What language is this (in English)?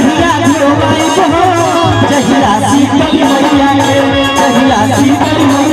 Bhojpuri